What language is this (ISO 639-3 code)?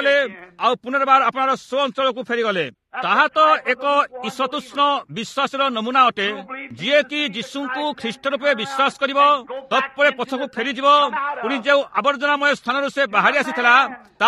ori